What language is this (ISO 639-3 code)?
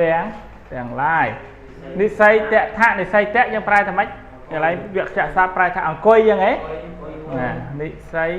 khm